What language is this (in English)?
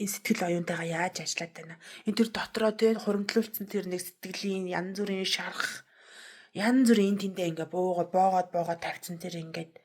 Mongolian